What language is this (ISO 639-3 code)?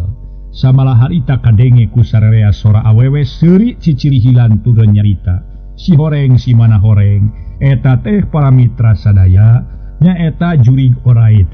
sun